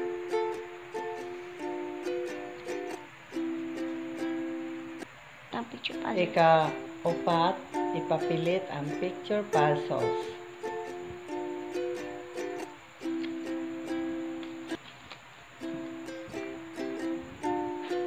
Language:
Cebuano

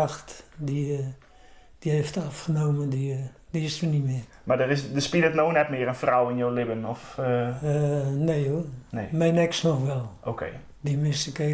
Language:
Western Frisian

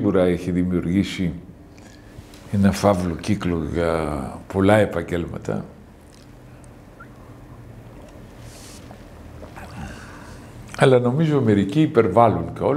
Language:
Greek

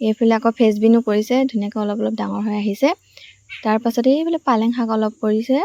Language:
Assamese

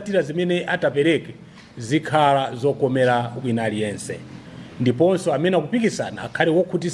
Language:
Nyanja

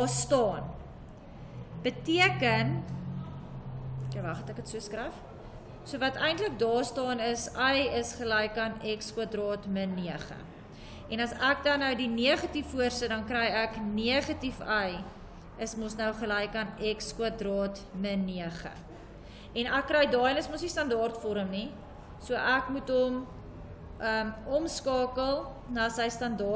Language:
Afrikaans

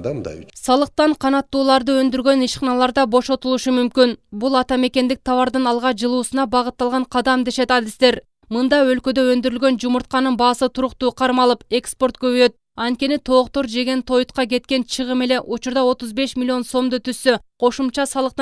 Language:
Kyrgyz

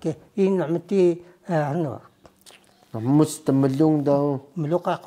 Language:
Taroko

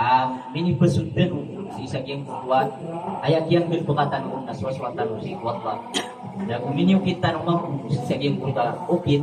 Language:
Maranao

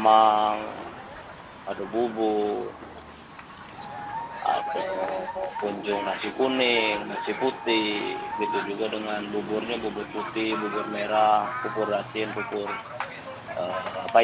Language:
Indonesian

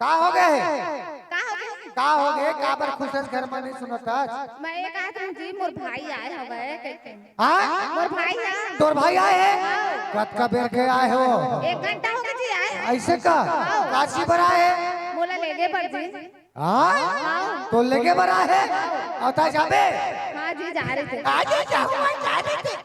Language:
Chhattisgarhi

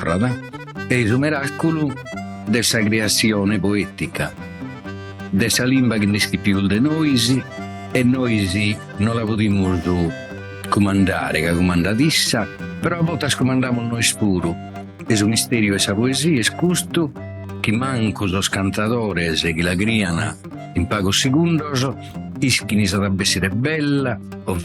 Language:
Sardinian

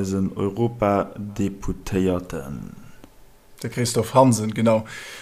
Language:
Luxembourgish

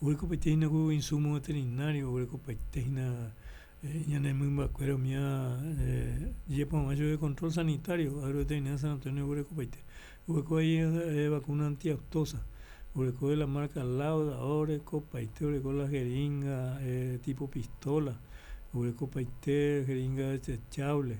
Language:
Guarani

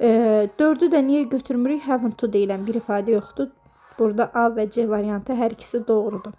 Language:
Azerbaijani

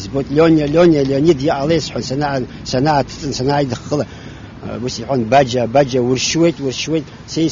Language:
Abkhazian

